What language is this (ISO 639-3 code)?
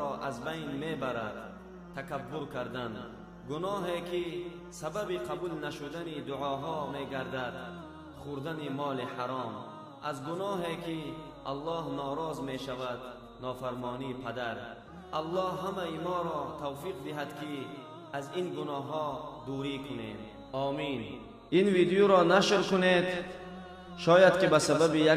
tgk